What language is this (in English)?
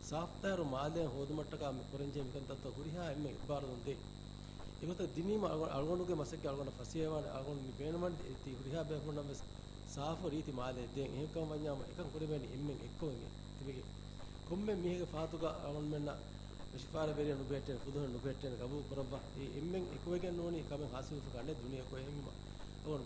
Divehi